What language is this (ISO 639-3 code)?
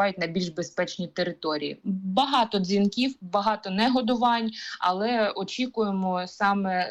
ukr